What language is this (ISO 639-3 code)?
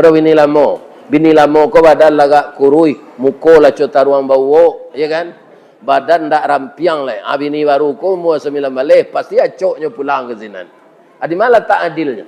min